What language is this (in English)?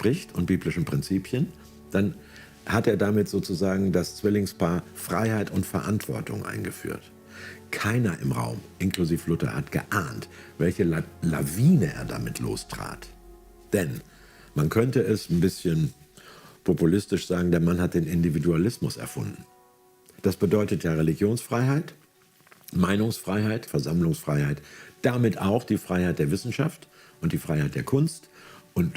Swiss German